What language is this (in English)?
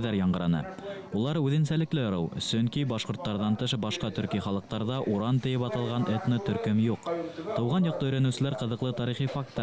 Bashkir